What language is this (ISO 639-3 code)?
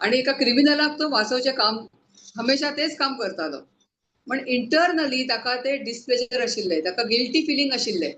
kok